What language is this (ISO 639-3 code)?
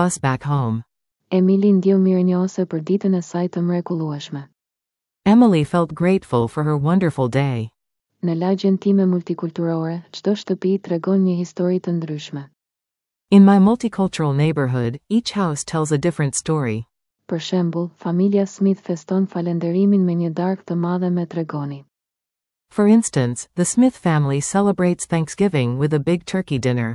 sqi